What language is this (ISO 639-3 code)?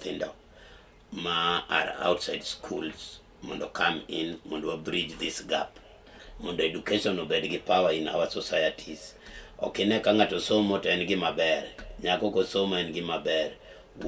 luo